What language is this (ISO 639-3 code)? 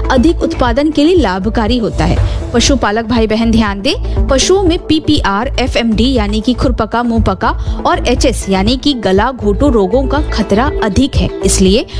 hin